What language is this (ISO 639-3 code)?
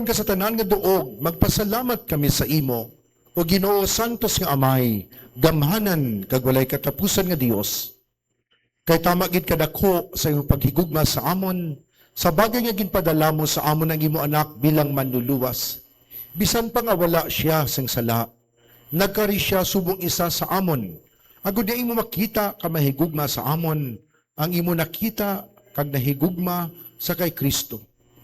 hil